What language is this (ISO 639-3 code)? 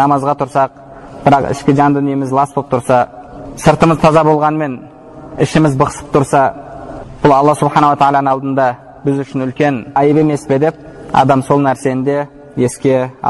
kaz